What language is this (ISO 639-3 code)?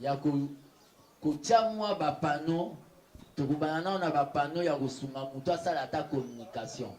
lin